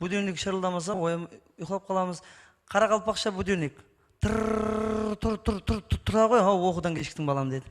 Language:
Kara-Kalpak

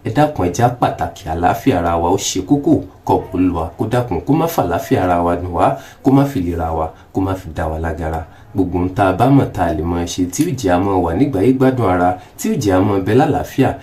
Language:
Yoruba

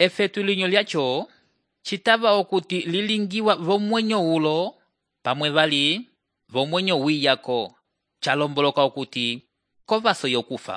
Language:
Umbundu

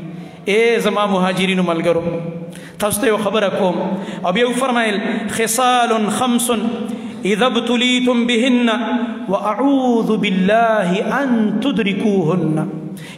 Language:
Pashto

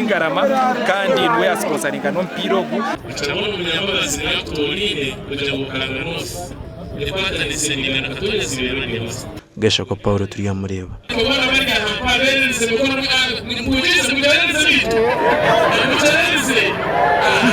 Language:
Nyankole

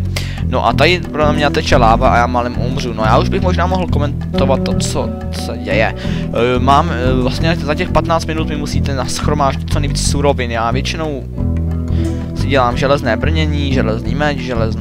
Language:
Czech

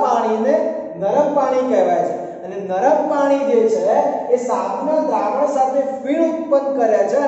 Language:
Gujarati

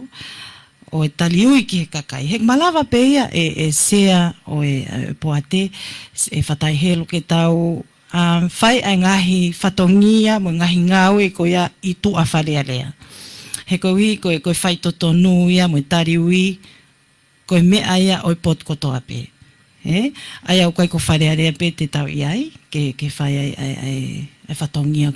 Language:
Tongan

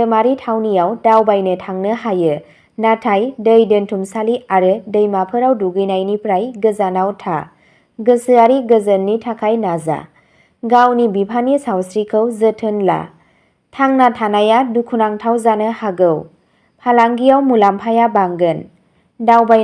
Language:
Bodo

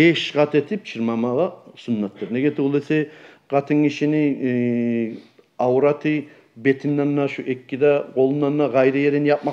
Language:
Kumyk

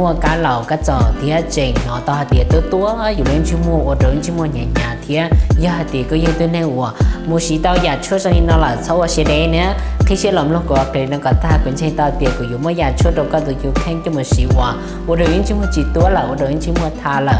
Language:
Hmong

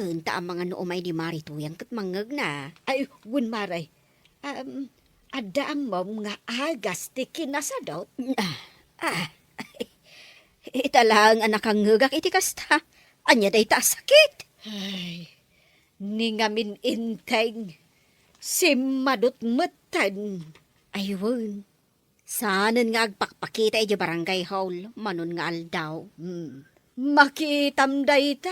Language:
Iloko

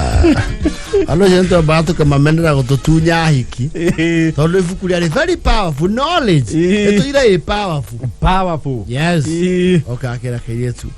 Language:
Kikuyu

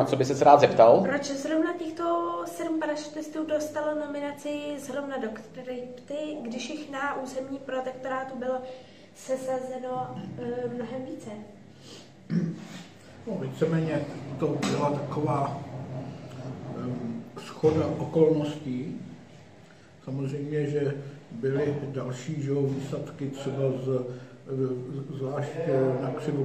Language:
Czech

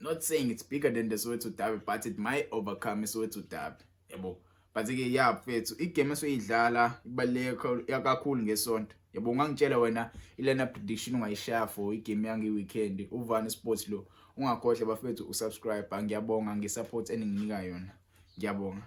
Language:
Zulu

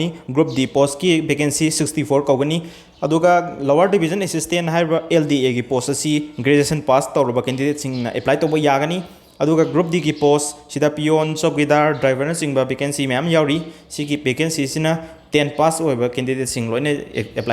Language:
Manipuri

